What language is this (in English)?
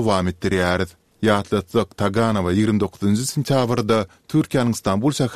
Turkmen